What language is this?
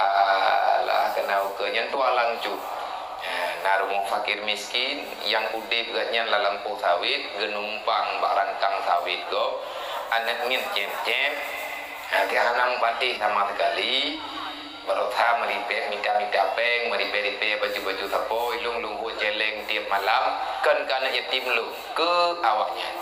Achinese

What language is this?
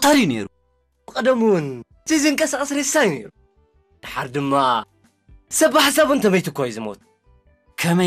Tigrinya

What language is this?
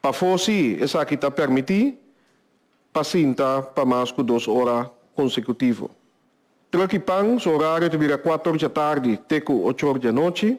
Papiamento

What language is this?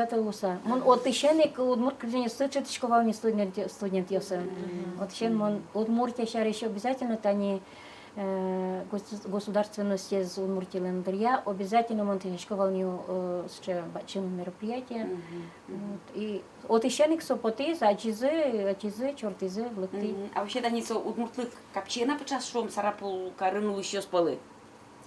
Udmurt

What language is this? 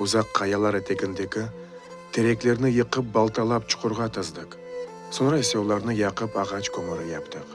Crimean Tatar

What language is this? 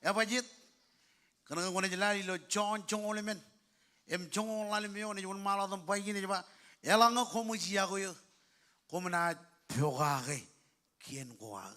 Marshallese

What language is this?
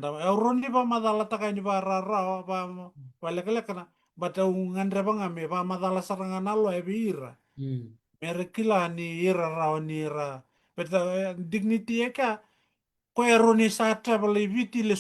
Fijian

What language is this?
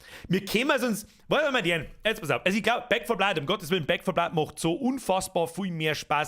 Bavarian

